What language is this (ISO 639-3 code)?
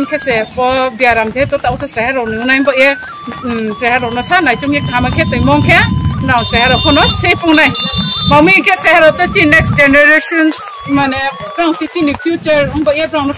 ria